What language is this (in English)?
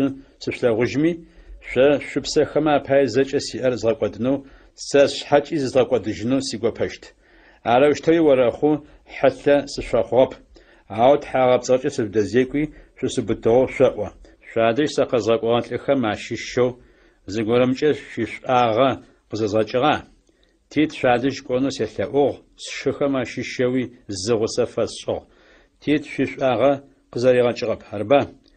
Adyghe